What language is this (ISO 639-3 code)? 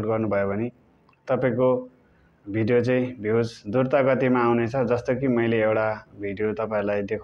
nep